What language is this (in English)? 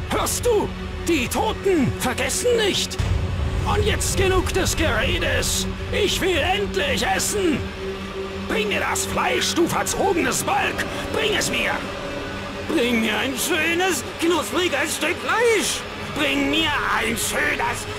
German